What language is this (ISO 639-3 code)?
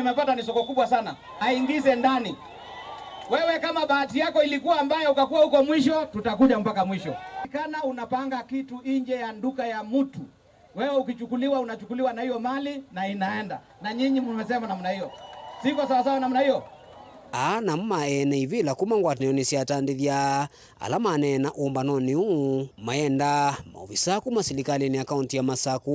kam